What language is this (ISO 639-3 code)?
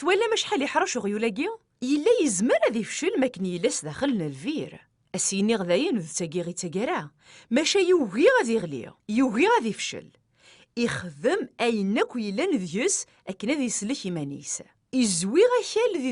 kab